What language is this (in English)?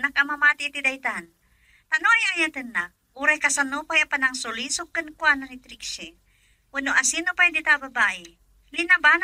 Iloko